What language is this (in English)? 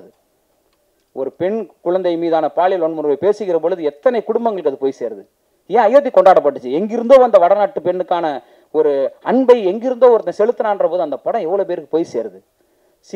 Tamil